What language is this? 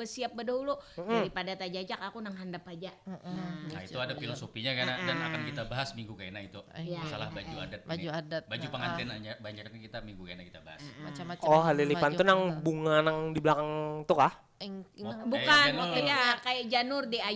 Banjar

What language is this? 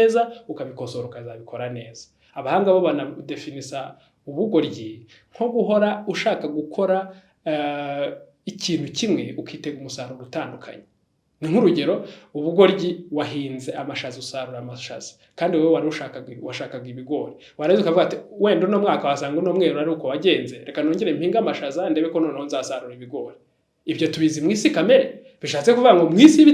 Kinyarwanda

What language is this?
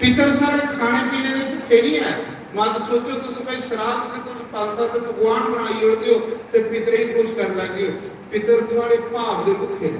Dogri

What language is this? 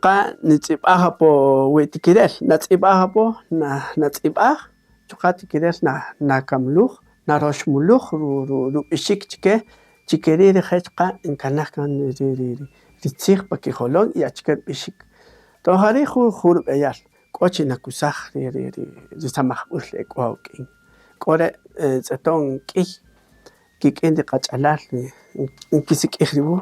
Kaqchikel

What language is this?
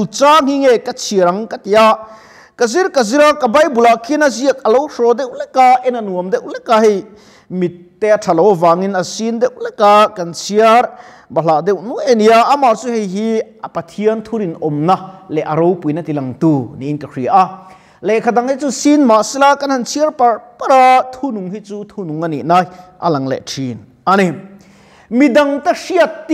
Mizo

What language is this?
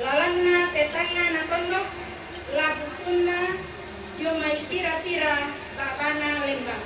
Toraja-Sa'dan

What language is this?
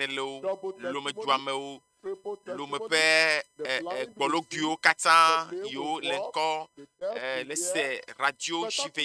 Ewe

